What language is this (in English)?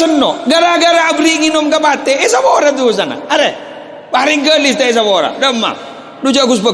Madurese